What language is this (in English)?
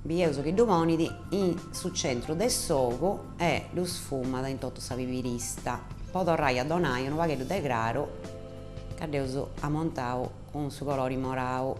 Sardinian